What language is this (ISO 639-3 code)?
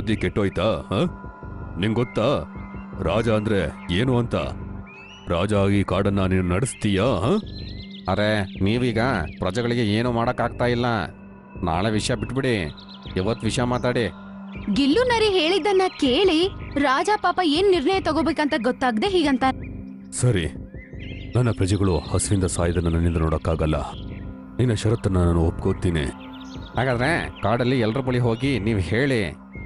kan